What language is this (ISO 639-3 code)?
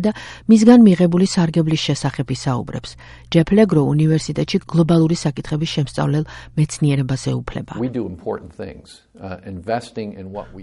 kat